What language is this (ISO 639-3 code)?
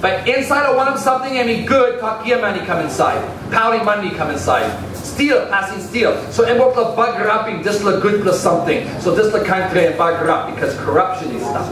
tpi